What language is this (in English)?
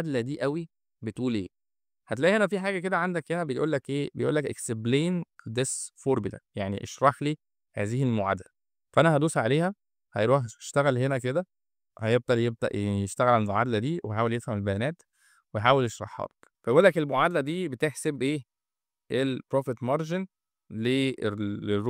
Egyptian Arabic